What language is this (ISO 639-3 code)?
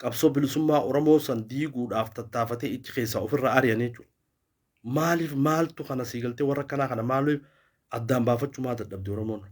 orm